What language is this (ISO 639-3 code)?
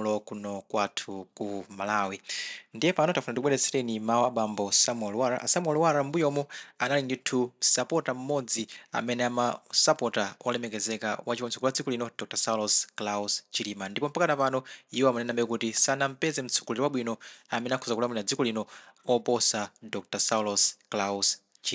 nya